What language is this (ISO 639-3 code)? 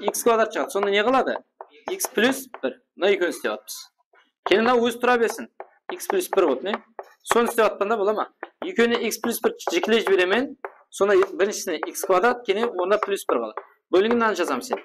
kaa